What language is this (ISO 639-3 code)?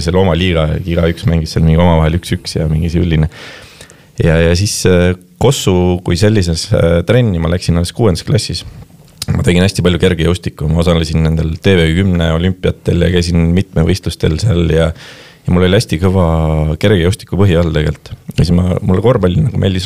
est